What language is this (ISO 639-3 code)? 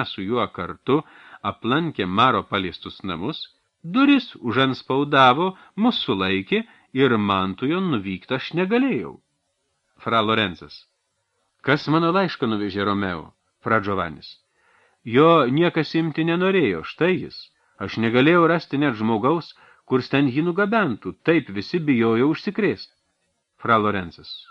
lit